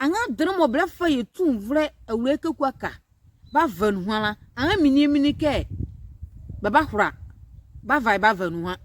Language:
Nzima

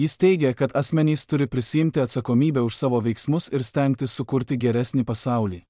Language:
Lithuanian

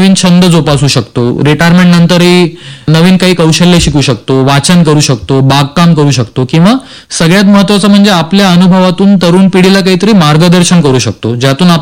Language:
Marathi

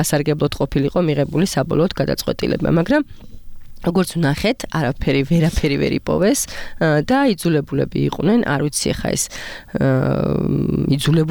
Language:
Georgian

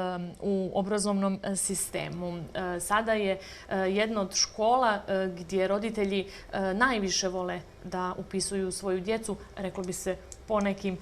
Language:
Bosnian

